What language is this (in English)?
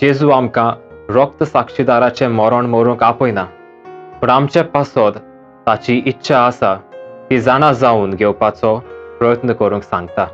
Konkani